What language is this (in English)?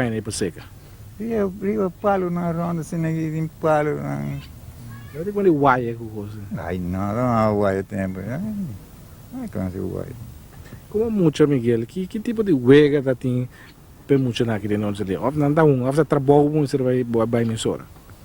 Papiamento